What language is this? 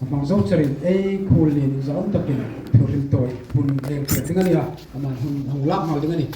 Hmar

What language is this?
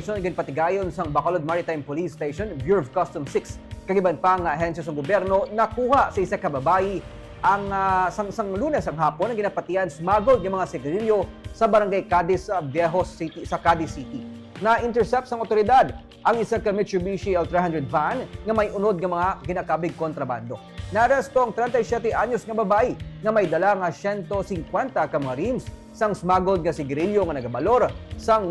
Hiligaynon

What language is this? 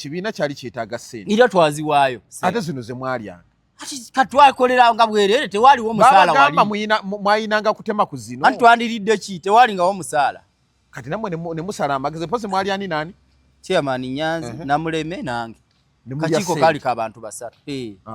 Ganda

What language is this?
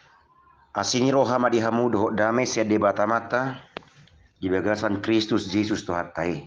Batak Toba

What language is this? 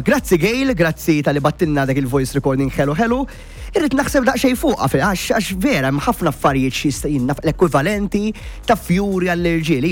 Maltese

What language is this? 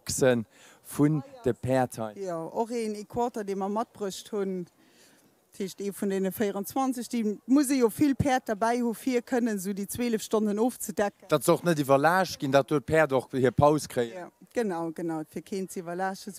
Luxembourgish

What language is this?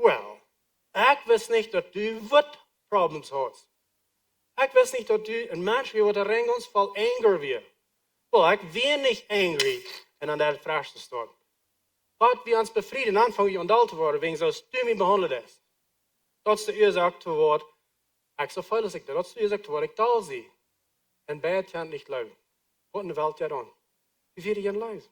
Plautdietsch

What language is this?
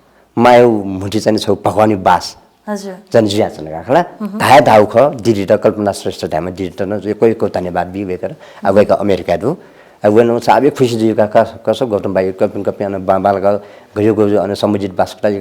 Newari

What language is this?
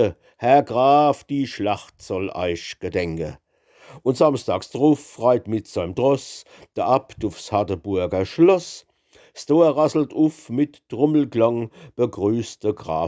Palatine German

